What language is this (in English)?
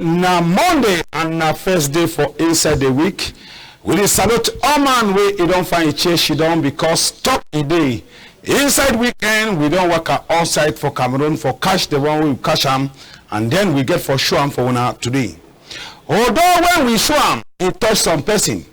Cameroon Pidgin